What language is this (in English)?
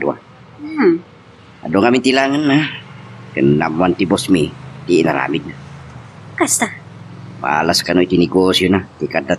Iloko